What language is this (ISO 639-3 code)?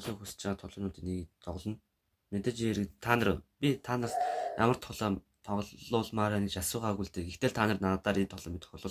mon